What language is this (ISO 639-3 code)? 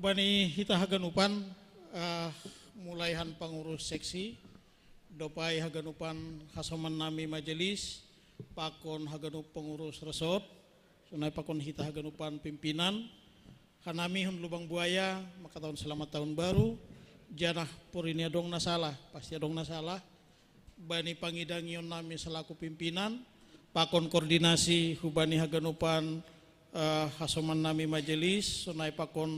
bts